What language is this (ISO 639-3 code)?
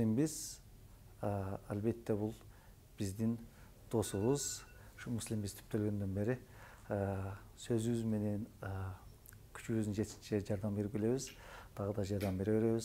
kir